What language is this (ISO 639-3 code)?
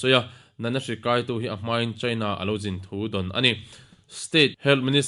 lus